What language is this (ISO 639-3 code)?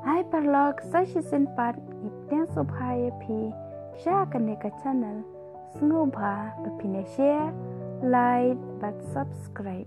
kha